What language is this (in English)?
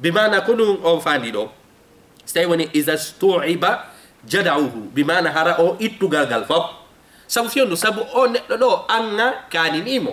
Fula